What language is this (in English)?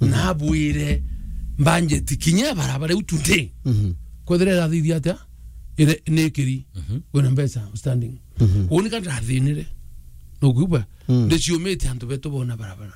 Meru